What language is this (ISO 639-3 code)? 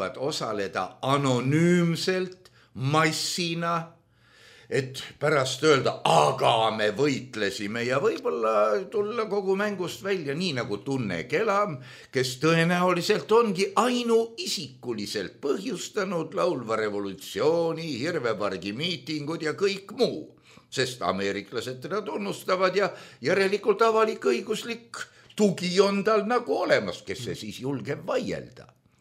est